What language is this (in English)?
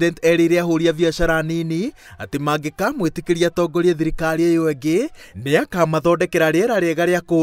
Kikuyu